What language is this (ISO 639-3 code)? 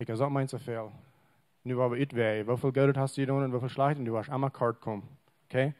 pdt